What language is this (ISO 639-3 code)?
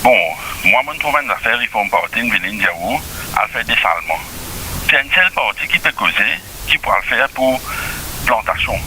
mfe